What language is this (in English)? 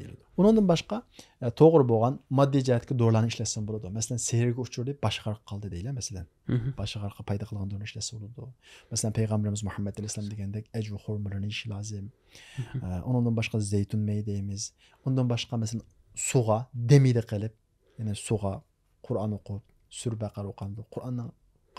Uyghur